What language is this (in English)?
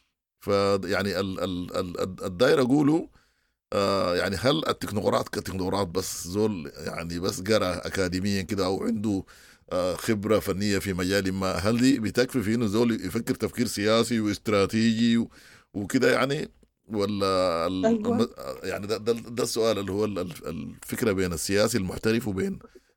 Sudanese Arabic